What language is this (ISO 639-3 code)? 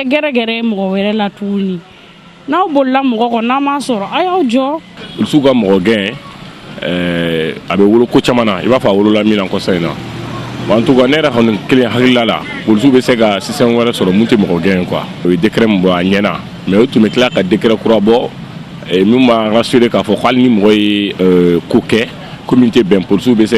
bam